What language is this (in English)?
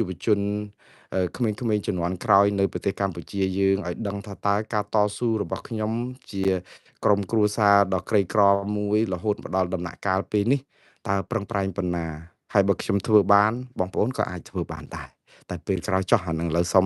Khmer